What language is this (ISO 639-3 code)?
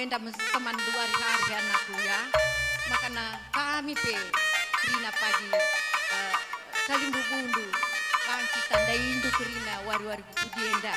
btx